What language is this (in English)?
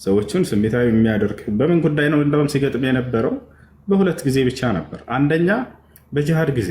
Amharic